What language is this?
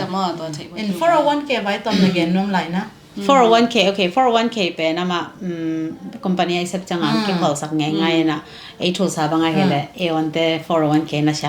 Tedim Chin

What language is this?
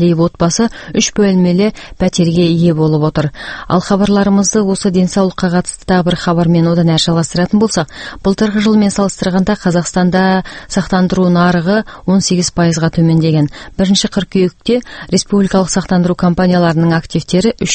Kazakh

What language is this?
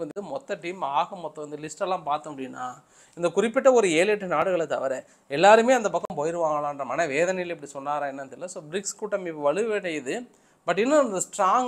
Tamil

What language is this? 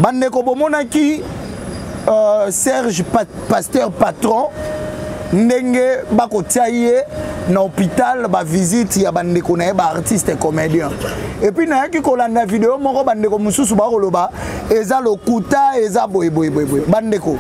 Lingala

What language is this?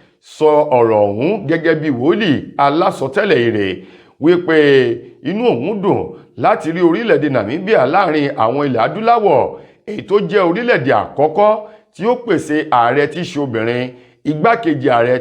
Yoruba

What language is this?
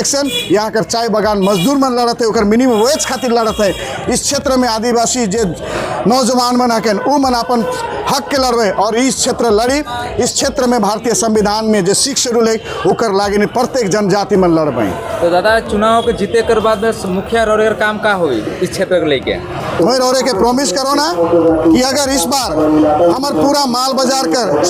Sadri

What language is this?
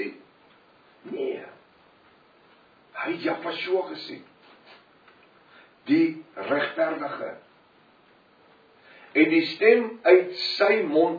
Afrikaans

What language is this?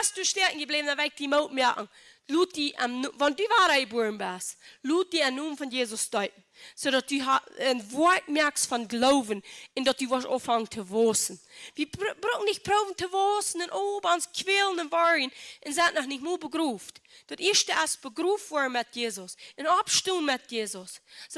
Plautdietsch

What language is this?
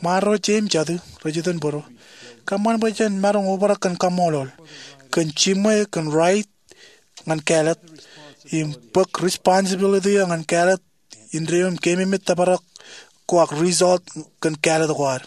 Marshallese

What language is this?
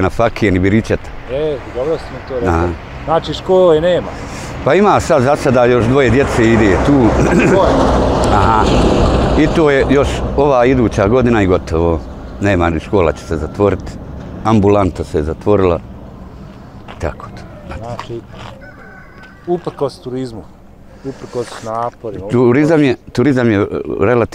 Bosnian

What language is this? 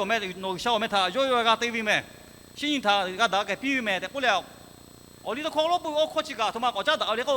Lahu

